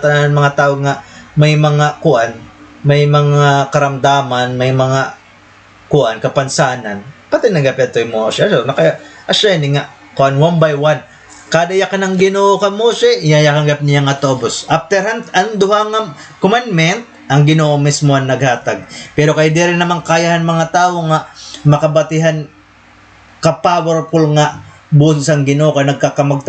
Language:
Waray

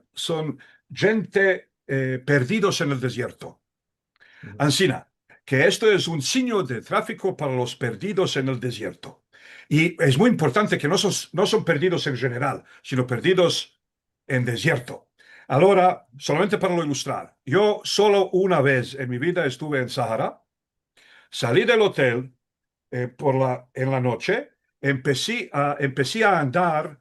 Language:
Ladino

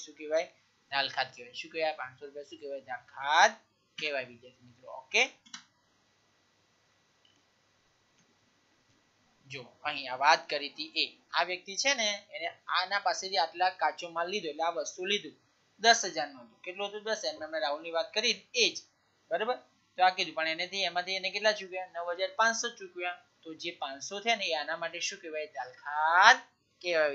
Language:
Gujarati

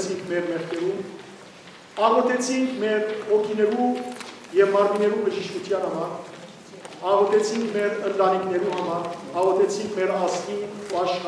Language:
Western Armenian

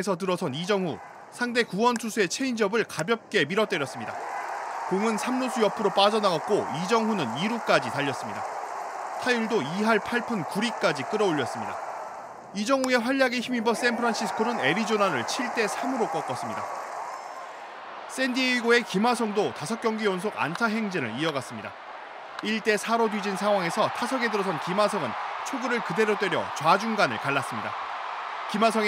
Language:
Korean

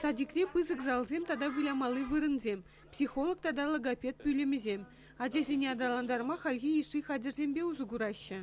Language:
Chuvash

